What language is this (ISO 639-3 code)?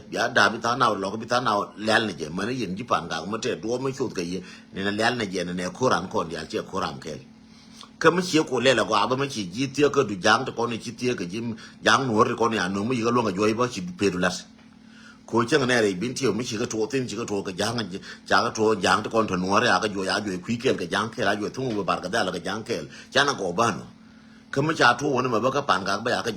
nus